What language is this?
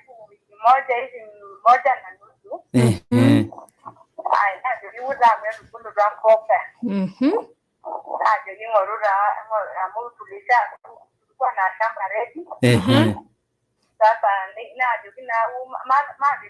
Masai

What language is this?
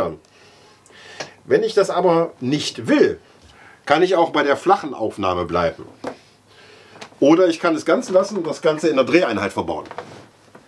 German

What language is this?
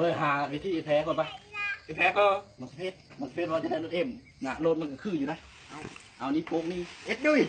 Lao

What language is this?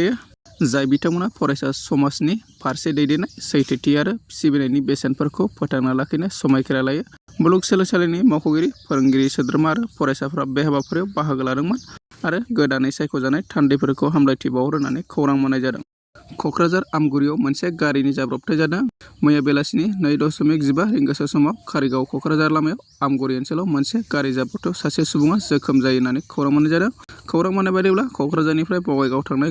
Bodo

